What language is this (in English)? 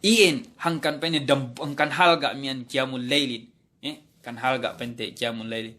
Yakan